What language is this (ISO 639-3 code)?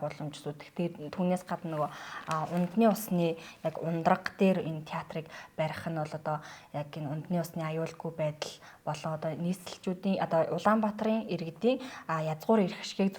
mon